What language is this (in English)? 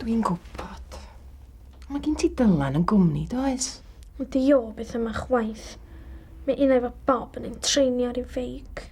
Welsh